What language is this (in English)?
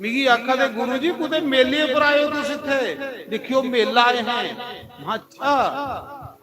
Dogri